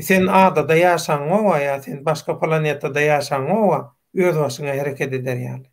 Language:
Turkmen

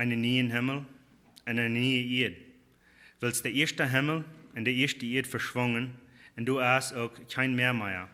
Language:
Plautdietsch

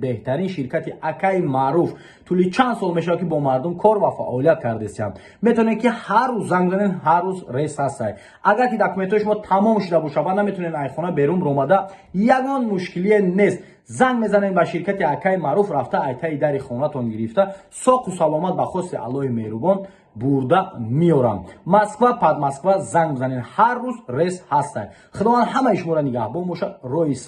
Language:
Tajik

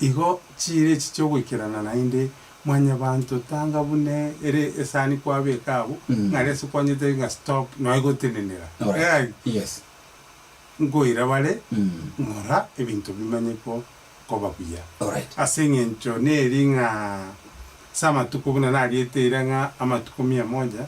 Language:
Gusii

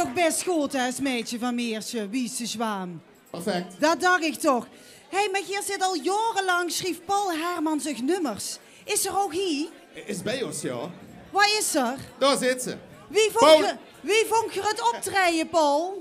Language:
Limburgish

